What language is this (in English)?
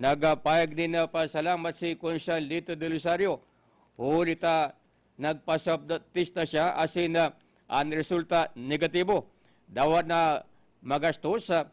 Bikol